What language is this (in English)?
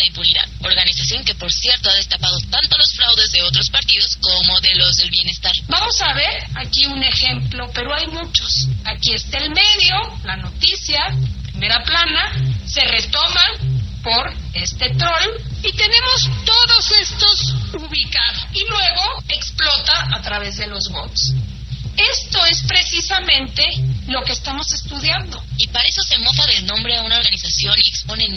Spanish